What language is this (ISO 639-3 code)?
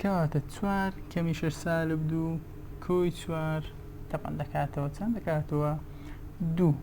ckb